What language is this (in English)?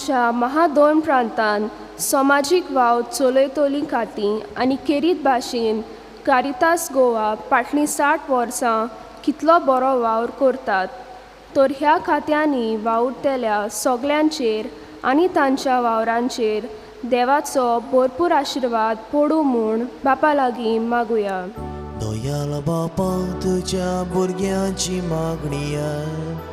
Konkani